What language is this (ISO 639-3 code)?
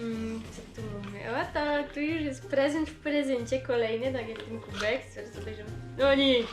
szl